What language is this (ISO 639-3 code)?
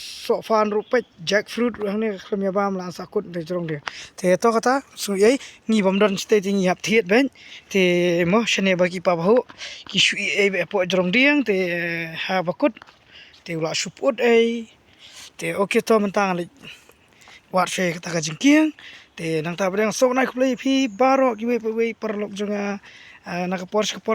kha